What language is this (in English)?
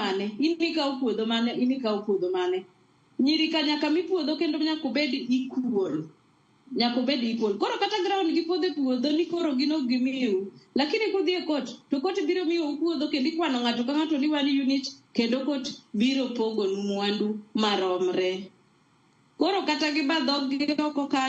Luo (Kenya and Tanzania)